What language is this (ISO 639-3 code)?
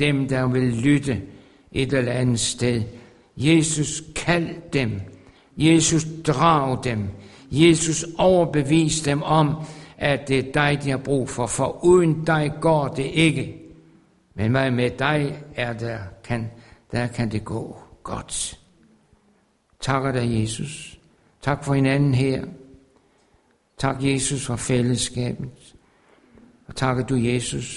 dan